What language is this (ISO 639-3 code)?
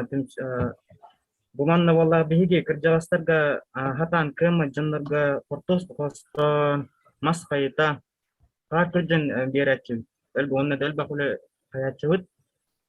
sah